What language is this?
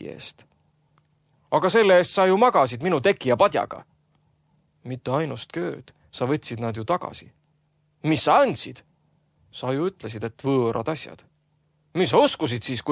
Estonian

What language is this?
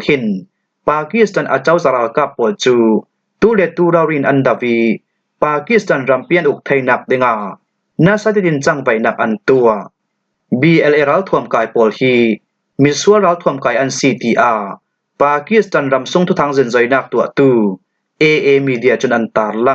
Falam Chin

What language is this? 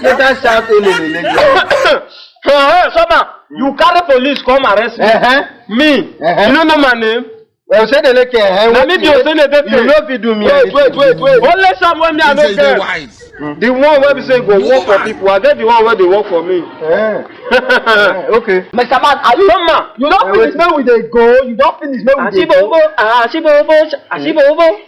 Nigerian Pidgin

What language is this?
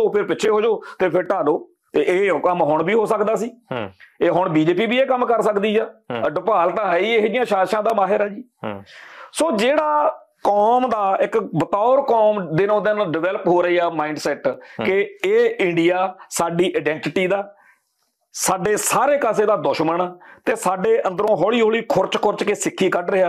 Punjabi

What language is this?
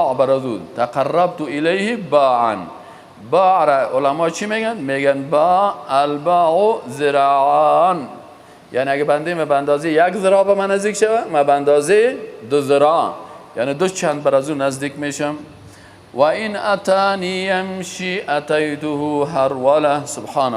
Persian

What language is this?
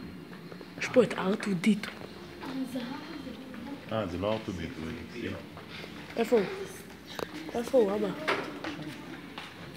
Hebrew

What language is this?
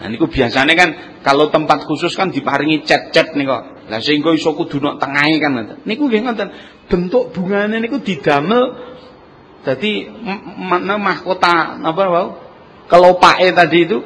Javanese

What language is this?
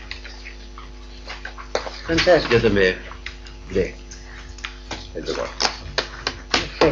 Catalan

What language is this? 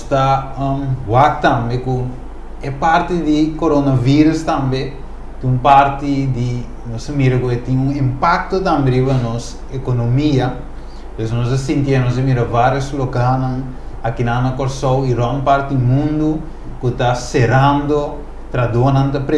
Papiamento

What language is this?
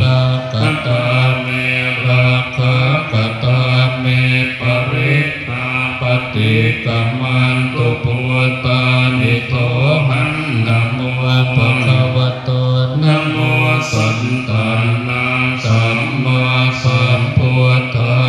Pali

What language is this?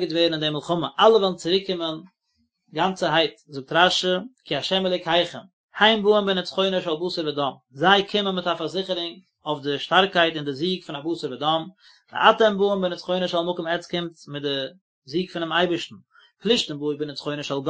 Yiddish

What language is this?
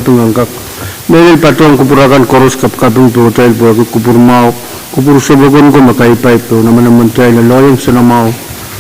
Pohnpeian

